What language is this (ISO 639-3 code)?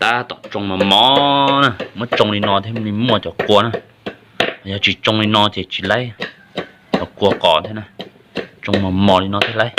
hmn